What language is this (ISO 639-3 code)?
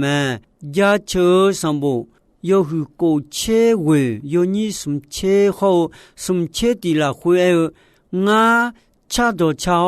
ahk